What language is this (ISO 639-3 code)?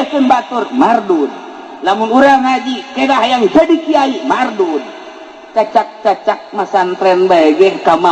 sun